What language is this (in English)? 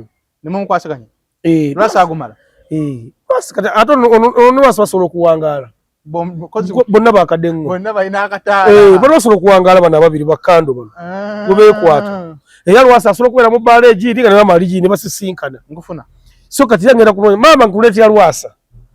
Ganda